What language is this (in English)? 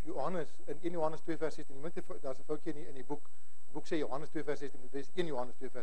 Afrikaans